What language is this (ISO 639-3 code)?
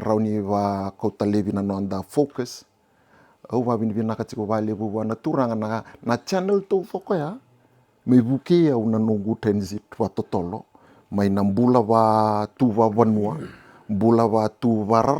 fij